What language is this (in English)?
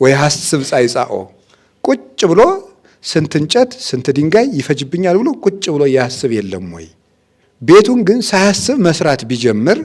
Amharic